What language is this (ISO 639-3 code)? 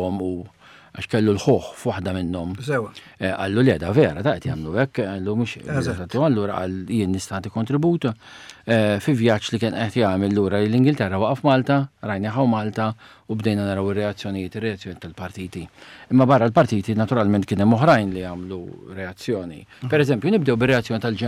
mlt